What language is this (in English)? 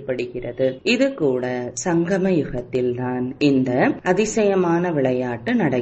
Tamil